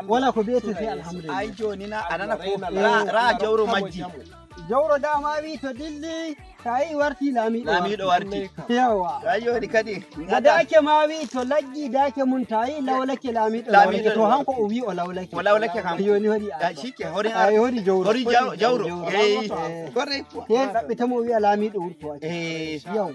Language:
Nigerian Fulfulde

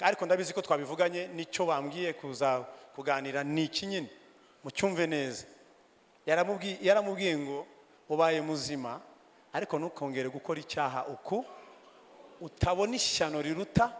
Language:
Kinyarwanda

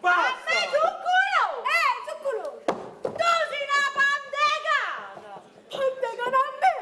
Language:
Neapolitan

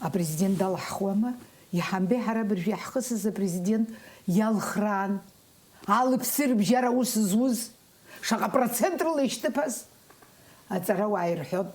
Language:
Abkhazian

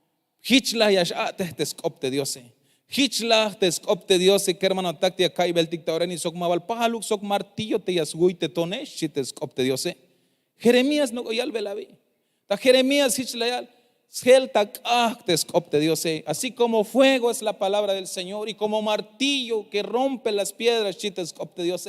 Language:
Tzeltal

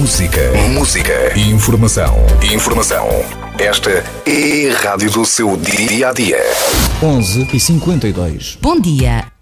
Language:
Portuguese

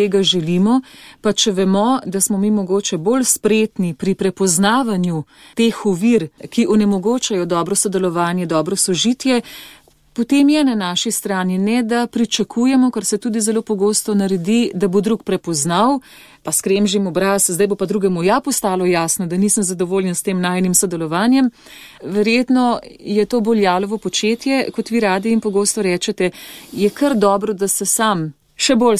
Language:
Slovenian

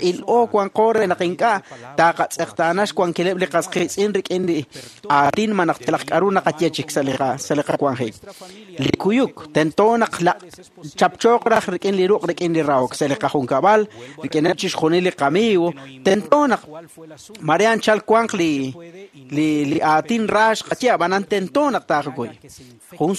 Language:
Kekchí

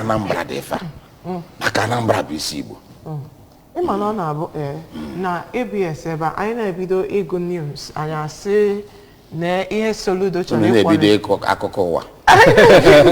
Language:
Igbo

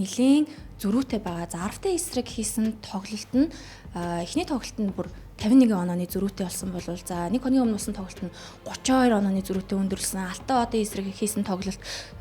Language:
Mongolian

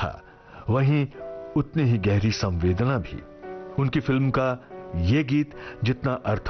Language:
Hindi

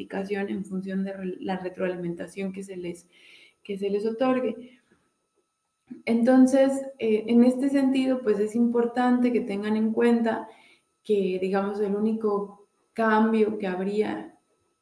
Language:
Spanish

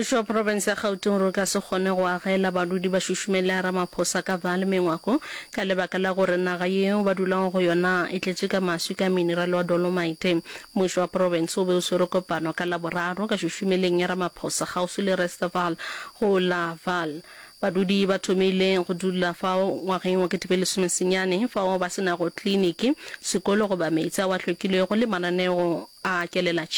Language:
Northern Sotho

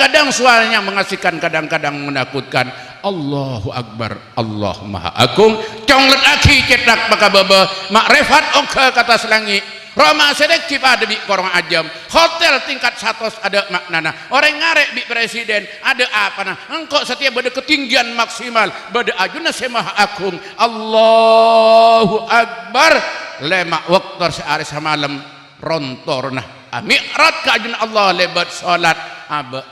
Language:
Madurese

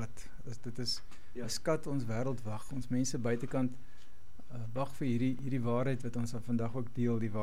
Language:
Afrikaans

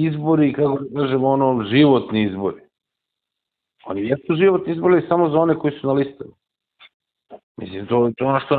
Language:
Serbian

